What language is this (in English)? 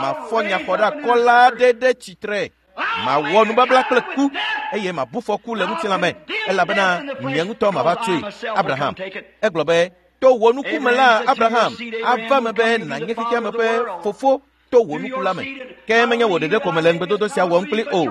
Ewe